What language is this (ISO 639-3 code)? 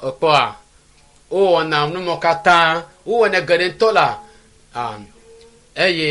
ewe